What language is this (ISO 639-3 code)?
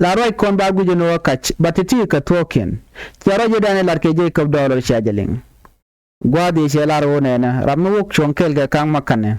nus